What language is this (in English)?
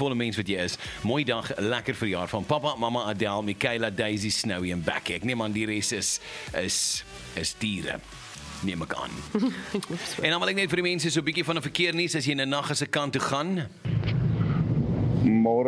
Afrikaans